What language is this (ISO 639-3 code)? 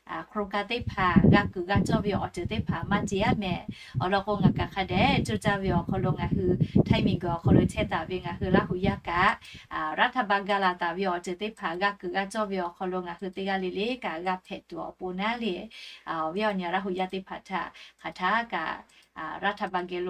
lhu